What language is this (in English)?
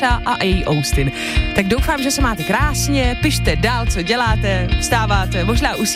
Czech